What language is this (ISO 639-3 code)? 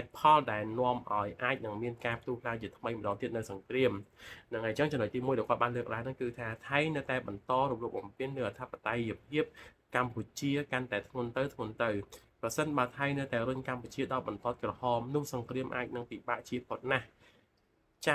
khm